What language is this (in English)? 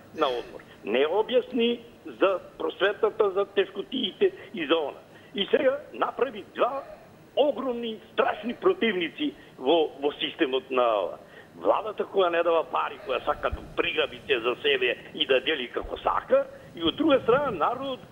Macedonian